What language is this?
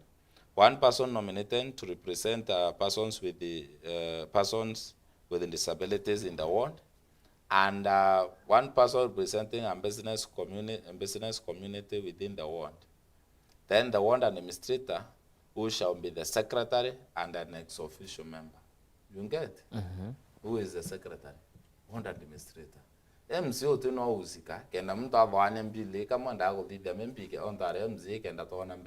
Meru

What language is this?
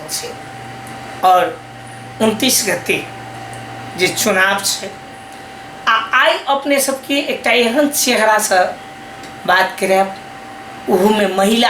Maithili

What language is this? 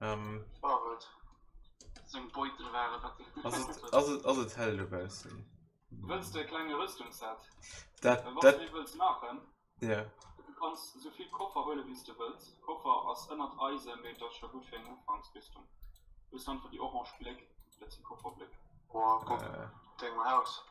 Luxembourgish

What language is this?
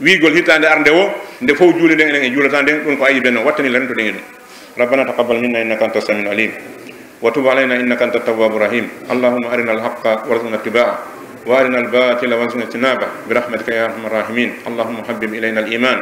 Pular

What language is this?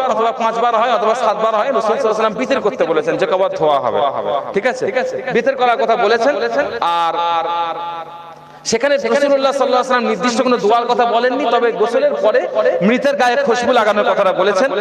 Bangla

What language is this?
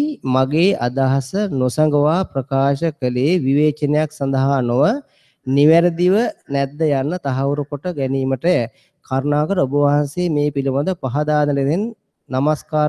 Sinhala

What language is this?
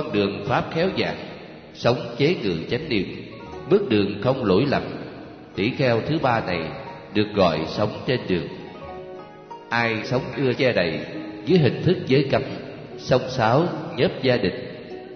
Vietnamese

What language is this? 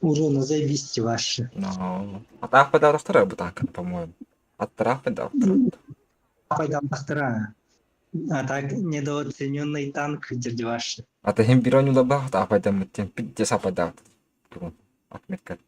Yakut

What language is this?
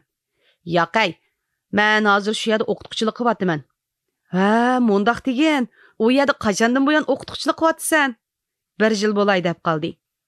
Uyghur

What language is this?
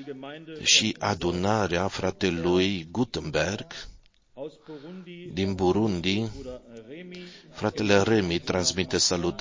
Romanian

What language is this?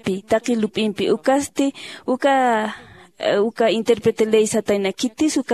Aymara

